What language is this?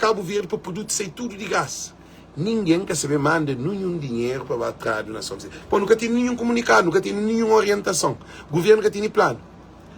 Kabuverdianu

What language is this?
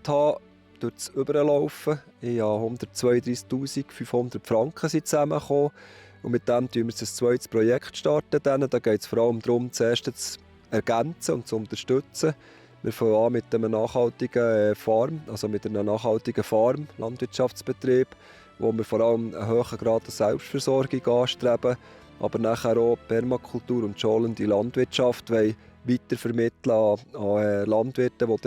Swiss German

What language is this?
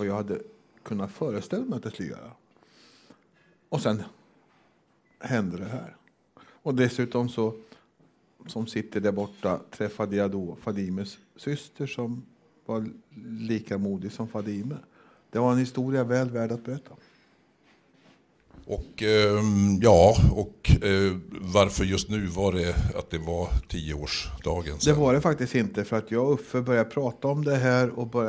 Swedish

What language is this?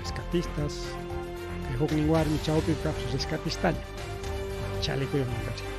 Ayacucho Quechua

